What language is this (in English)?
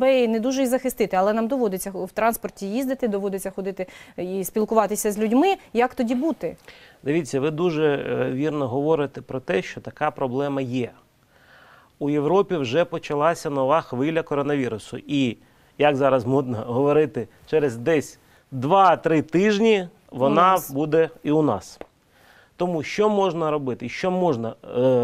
Ukrainian